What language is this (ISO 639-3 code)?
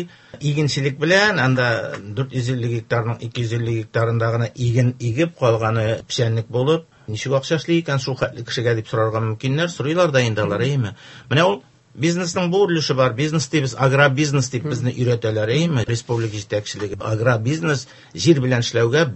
tat